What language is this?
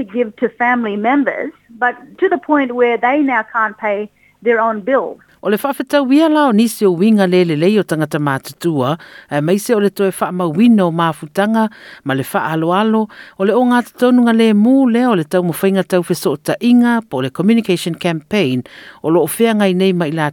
Samoan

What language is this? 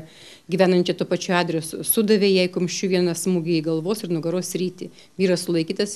Lithuanian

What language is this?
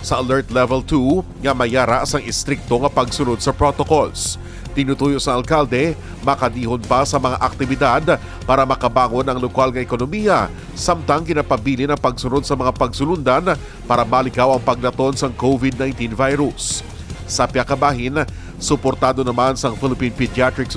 Hiligaynon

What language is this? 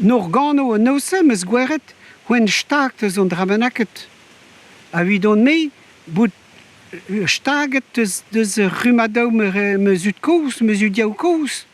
Breton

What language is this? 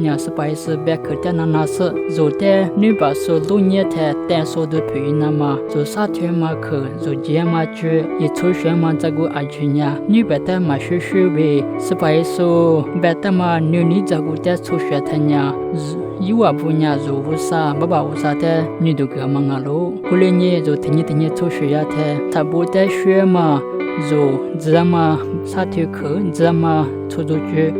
Lisu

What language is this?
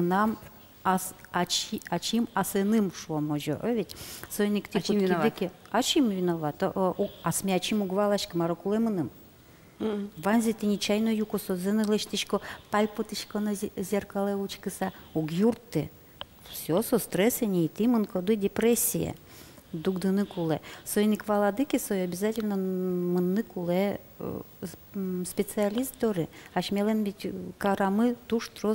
Udmurt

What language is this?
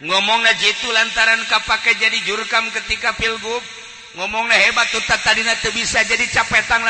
Sundanese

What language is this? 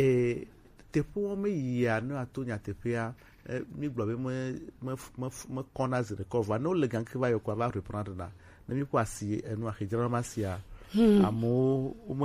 Gen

